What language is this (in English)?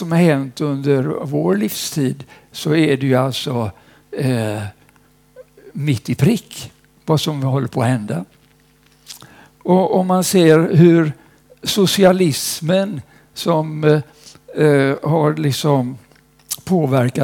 Swedish